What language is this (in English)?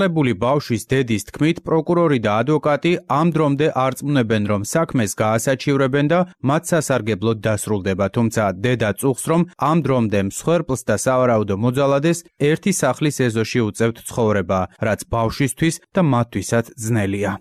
Georgian